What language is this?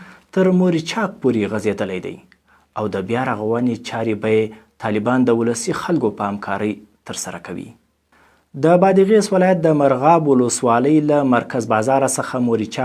Pashto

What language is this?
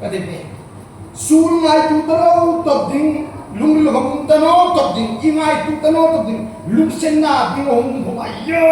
Hmar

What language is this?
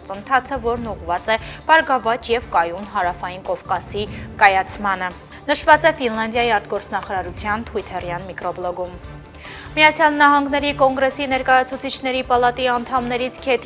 Armenian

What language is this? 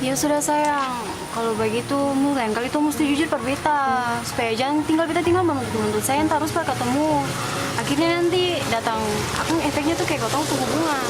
Ambonese Malay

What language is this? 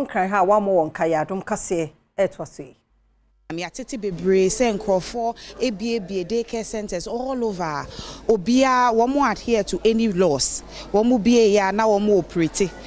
Akan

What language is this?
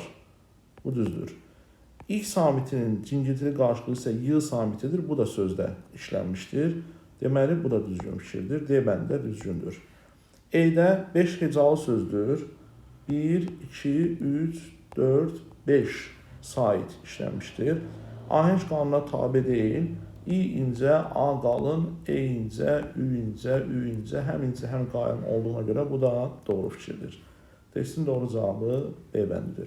Azerbaijani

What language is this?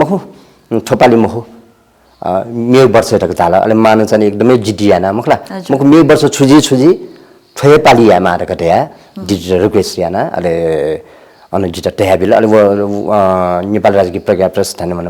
Newari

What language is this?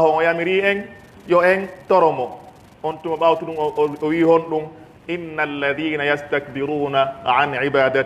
Pular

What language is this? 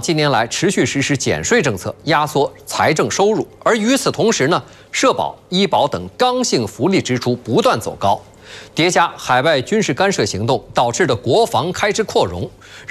Chinese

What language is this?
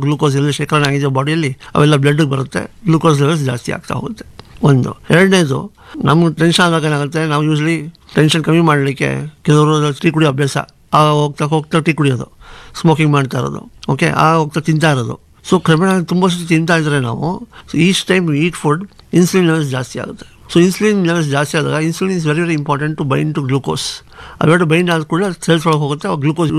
Kannada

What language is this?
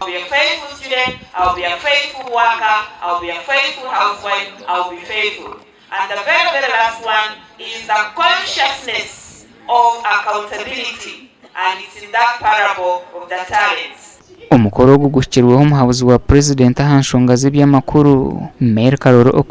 Nyankole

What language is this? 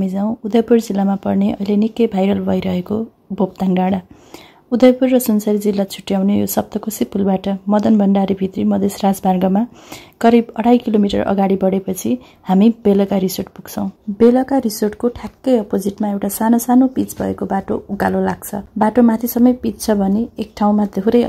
Nepali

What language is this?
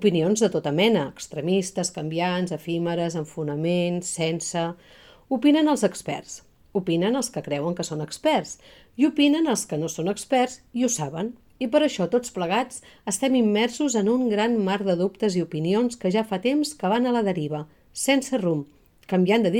Catalan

